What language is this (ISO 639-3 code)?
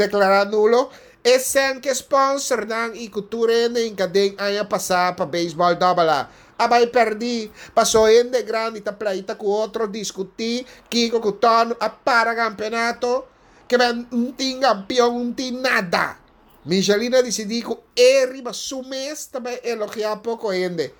pap